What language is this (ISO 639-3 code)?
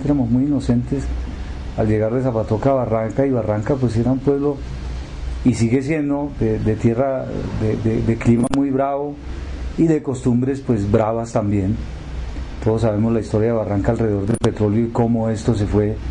spa